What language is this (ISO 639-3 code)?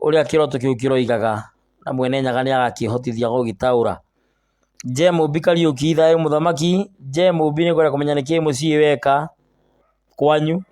kik